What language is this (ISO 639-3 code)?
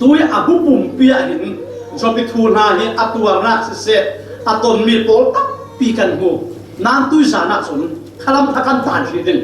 cfm